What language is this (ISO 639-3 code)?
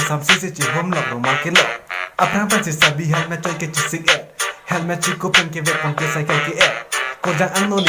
mjw